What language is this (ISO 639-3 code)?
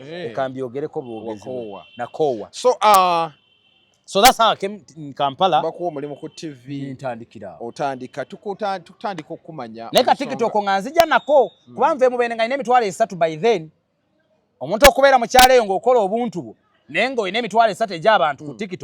lug